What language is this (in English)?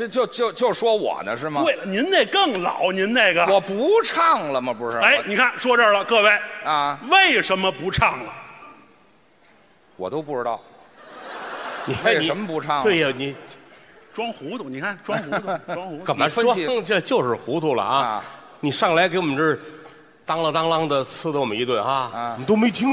Chinese